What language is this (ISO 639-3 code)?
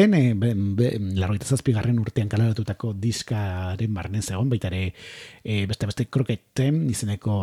eus